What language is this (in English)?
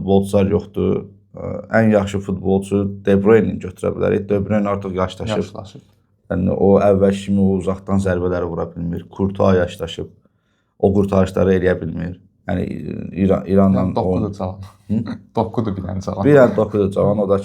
Azerbaijani